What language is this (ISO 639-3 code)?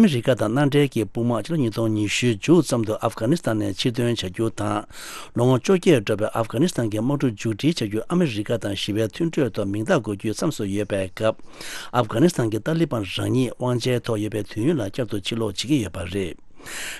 bod